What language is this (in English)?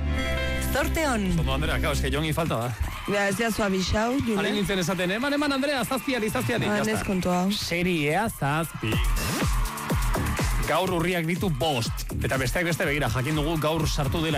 Basque